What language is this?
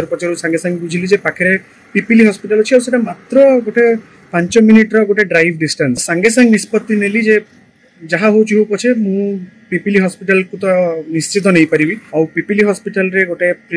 Odia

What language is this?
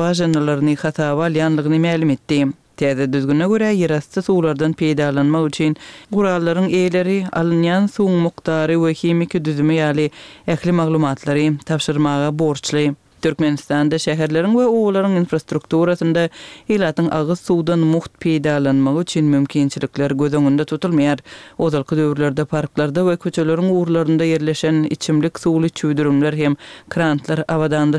Turkmen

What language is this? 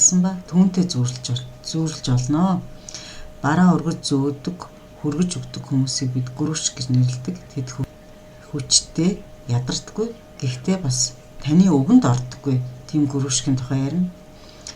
Mongolian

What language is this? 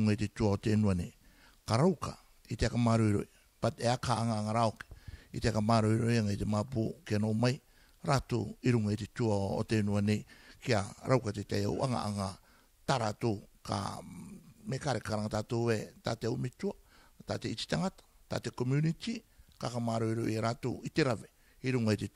Rarotongan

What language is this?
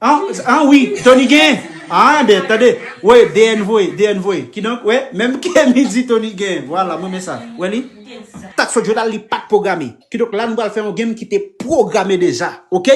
Haitian Creole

